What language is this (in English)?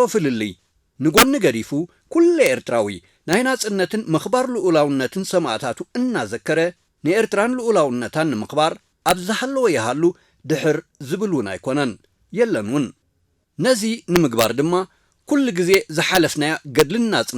Tigrinya